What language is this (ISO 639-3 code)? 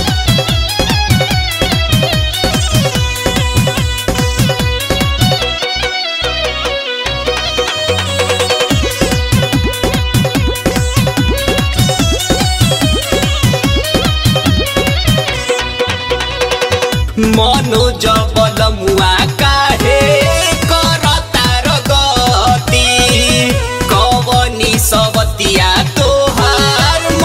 bho